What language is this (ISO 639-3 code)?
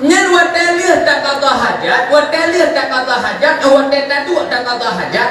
ace